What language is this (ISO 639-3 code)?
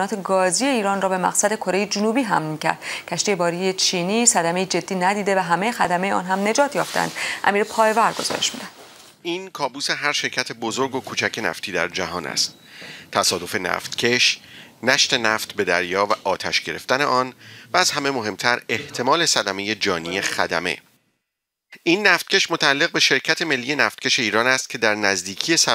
fas